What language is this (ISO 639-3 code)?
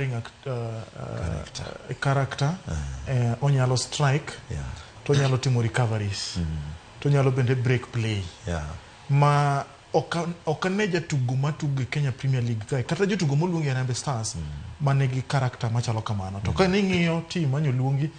luo